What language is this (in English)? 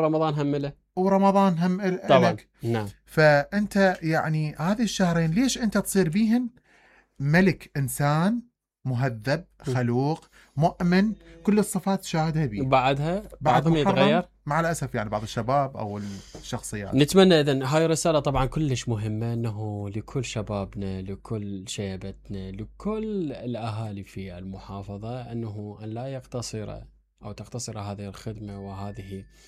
Mesopotamian Arabic